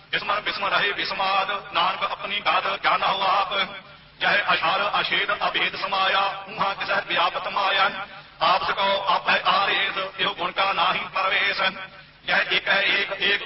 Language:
Punjabi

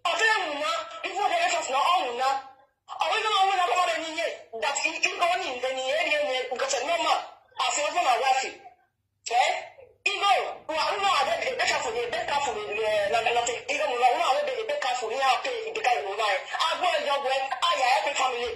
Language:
Nigerian Pidgin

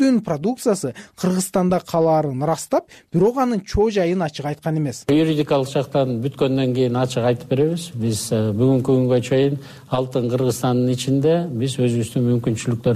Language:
Kyrgyz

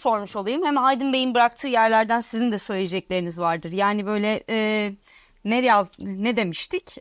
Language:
Turkish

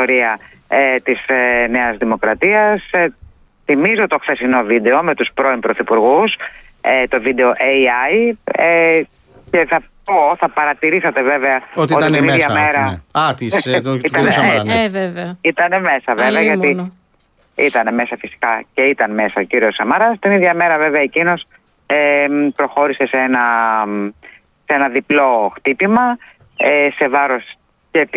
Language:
Greek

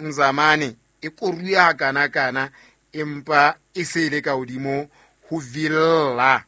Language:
Southern Sotho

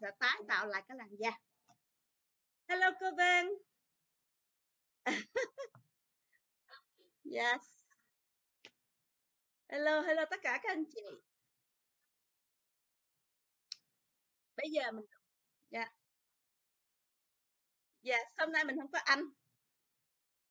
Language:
Vietnamese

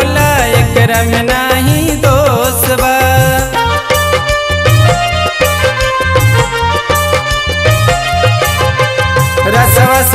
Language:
Bhojpuri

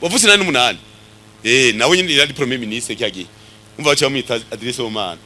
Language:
Rundi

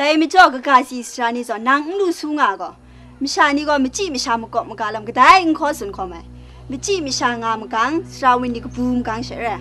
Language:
Kachin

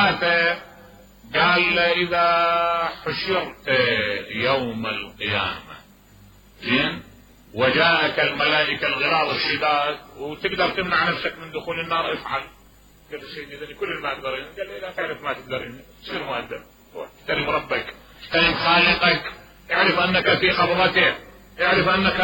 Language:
Mesopotamian Arabic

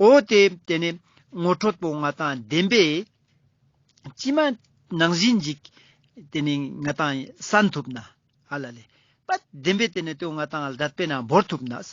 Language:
Ladakhi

